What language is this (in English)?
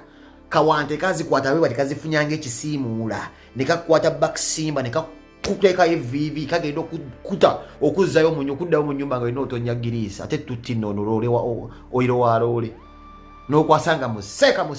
Ganda